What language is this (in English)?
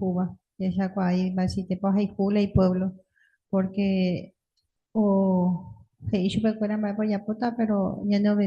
Guarani